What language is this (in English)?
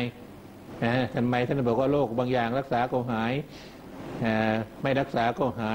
Thai